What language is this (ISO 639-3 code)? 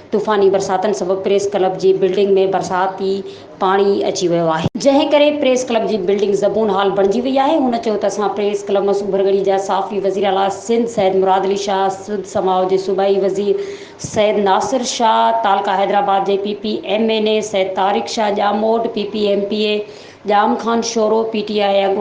snd